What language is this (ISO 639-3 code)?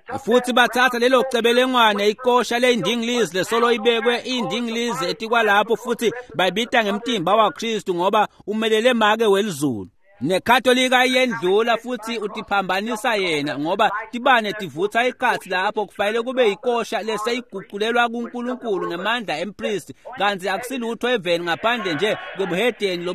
ssw